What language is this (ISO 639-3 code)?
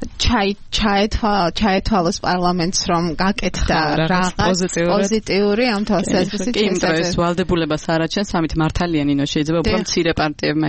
kat